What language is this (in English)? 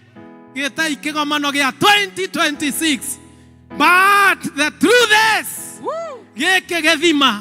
Kikuyu